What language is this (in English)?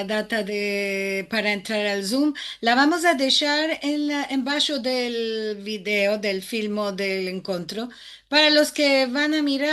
Ladino